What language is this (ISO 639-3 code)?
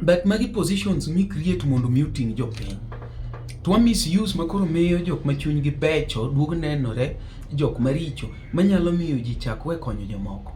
luo